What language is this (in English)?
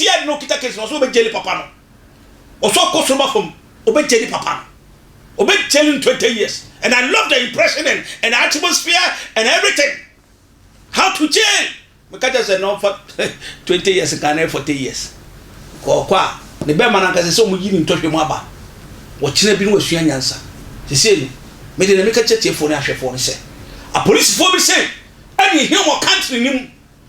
Akan